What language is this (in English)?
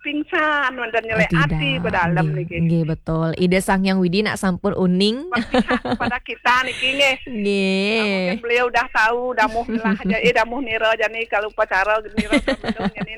Balinese